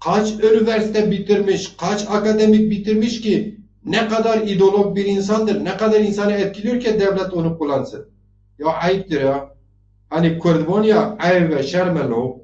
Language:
Zaza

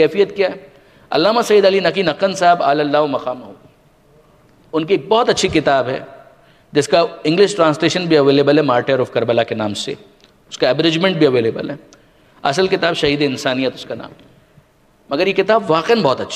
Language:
Urdu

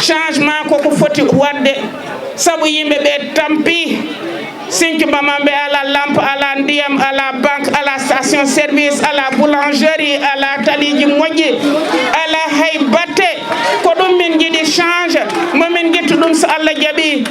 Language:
Fula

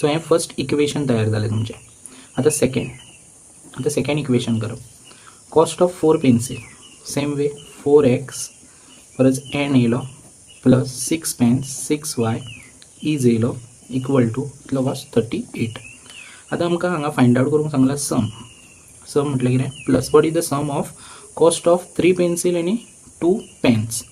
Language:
Konkani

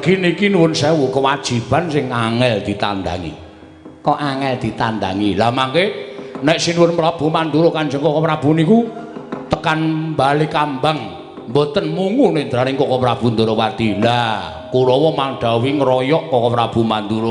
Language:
Javanese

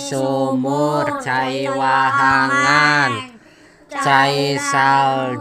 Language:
Sundanese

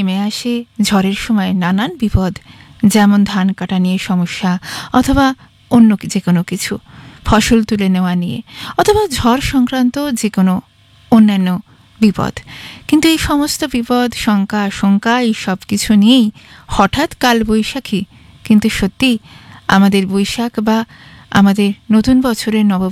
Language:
Bangla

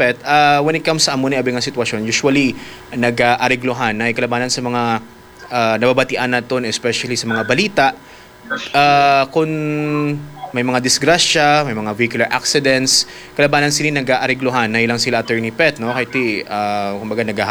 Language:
Hiligaynon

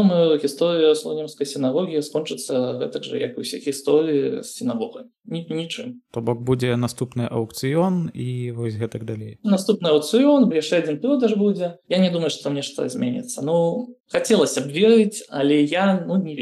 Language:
Belarusian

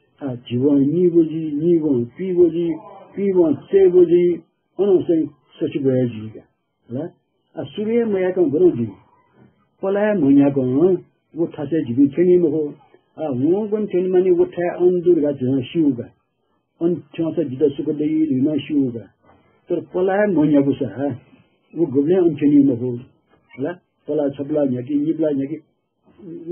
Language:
Newari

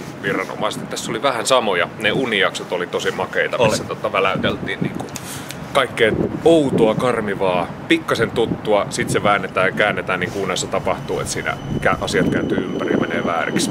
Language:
Finnish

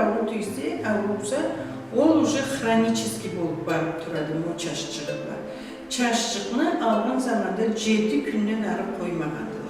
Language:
Karachay-Balkar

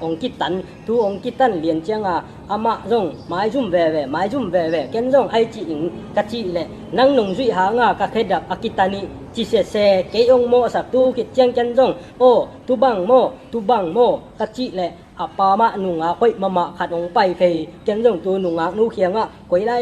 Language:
Tedim Chin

